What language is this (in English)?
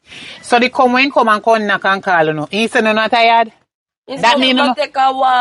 Jamaican Creole English